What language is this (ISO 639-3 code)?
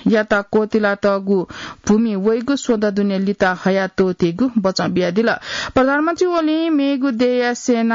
new